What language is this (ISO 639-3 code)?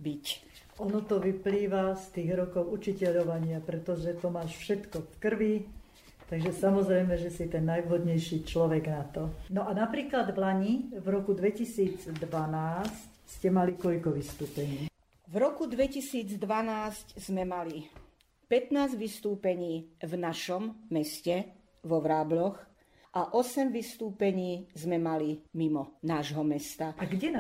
slk